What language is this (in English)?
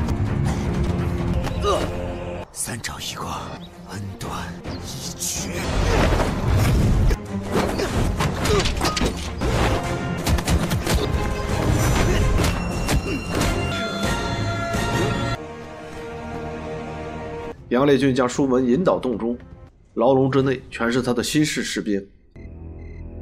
Chinese